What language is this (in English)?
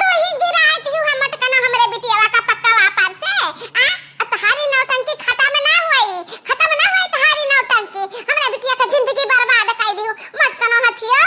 Awadhi